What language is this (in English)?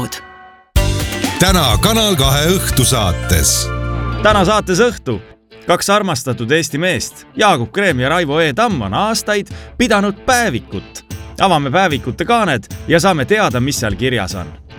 Estonian